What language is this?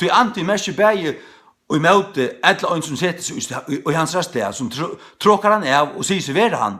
Faroese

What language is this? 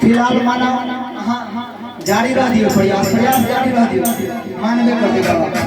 Maithili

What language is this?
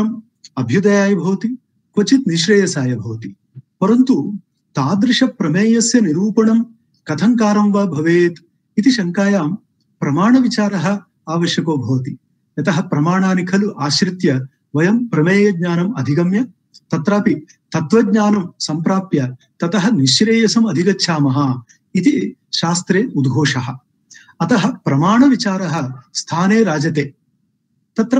Sanskrit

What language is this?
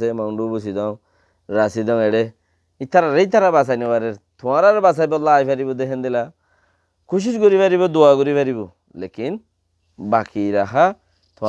Rohingya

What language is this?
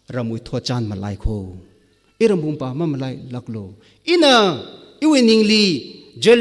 Tangkhul Naga (India)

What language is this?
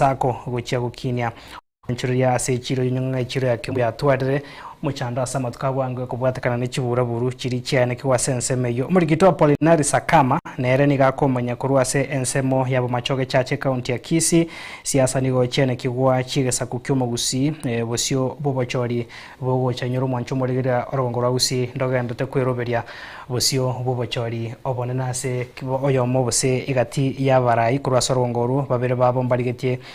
Gusii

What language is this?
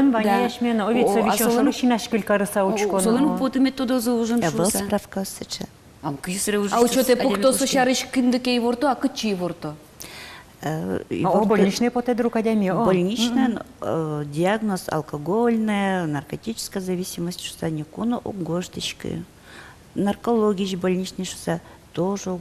Udmurt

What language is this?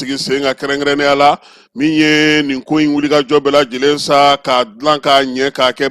Bambara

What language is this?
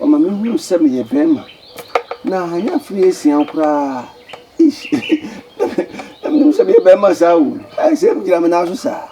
Akan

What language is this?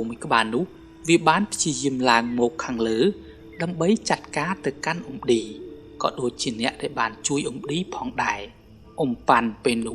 Khmer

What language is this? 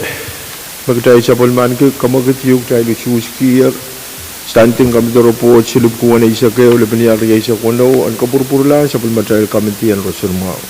Pohnpeian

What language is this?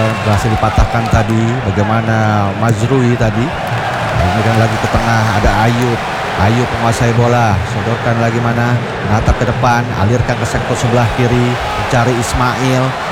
Indonesian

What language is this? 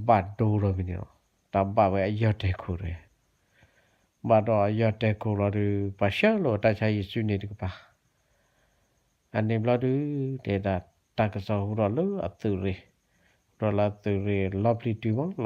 S'gaw Karen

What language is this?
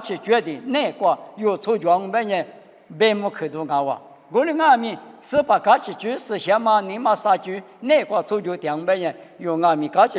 Lisu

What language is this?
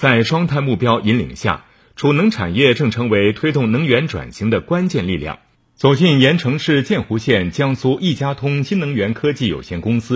Chinese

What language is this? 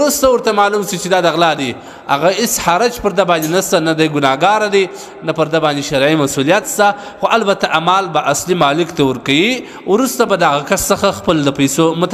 Pashto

